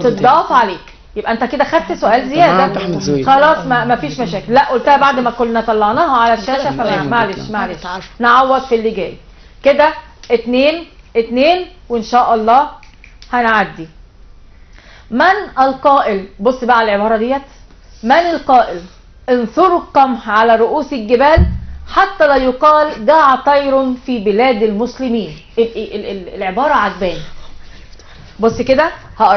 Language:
Egyptian Arabic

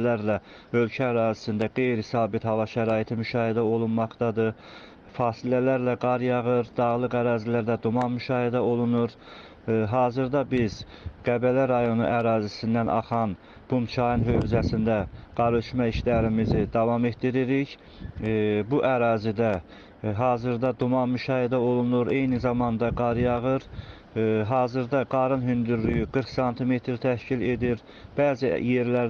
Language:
Azerbaijani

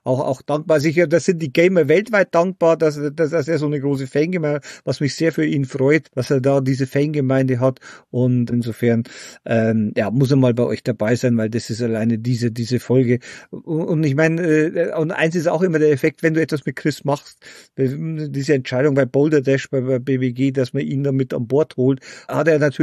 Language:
German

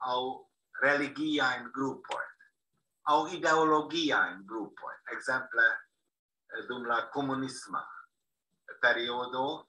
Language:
Esperanto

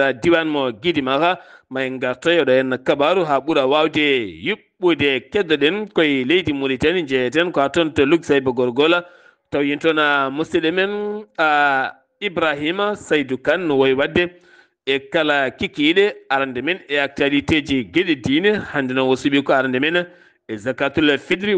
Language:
Fula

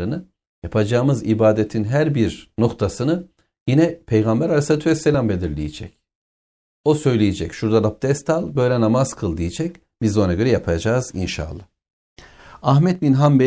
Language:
Turkish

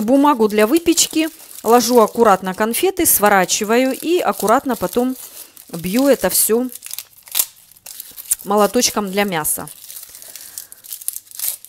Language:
Russian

